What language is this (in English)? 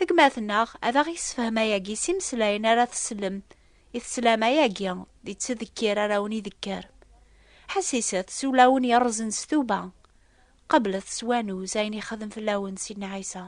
Kabyle